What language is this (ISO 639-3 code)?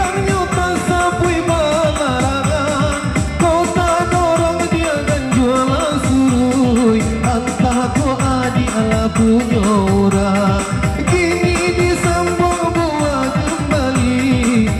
min